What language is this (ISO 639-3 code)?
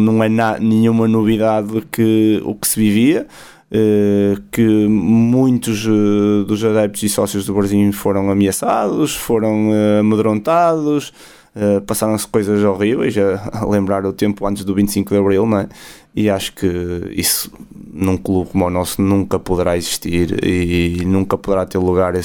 por